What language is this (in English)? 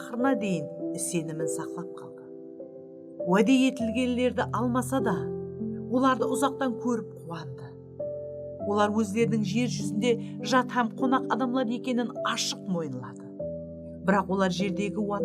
Kara-Kalpak